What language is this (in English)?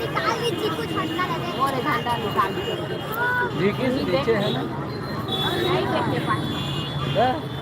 Chhattisgarhi